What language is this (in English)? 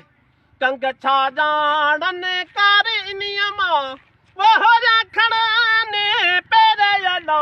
Sindhi